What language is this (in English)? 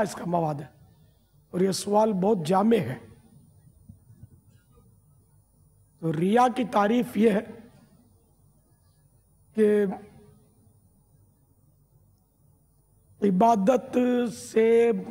Urdu